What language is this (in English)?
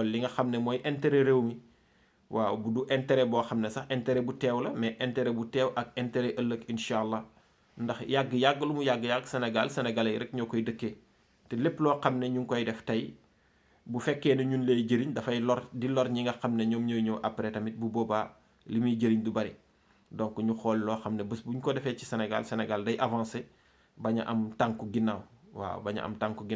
Wolof